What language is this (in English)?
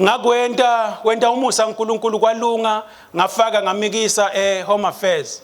Swati